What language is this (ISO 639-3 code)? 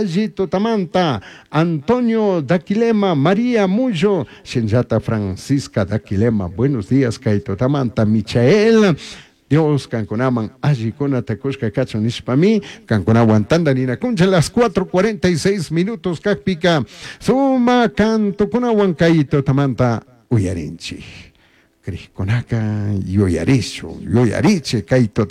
qug